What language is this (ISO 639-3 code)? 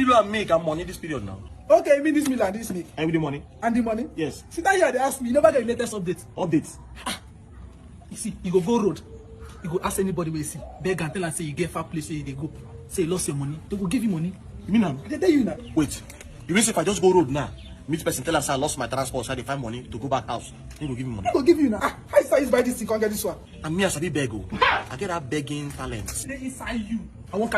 pcm